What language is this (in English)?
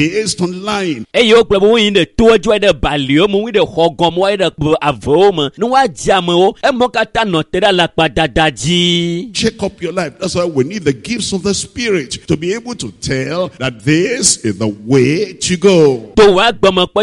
Ewe